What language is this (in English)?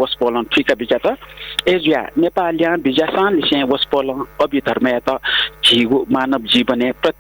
Newari